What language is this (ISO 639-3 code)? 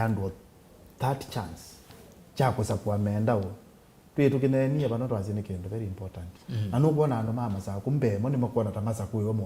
kam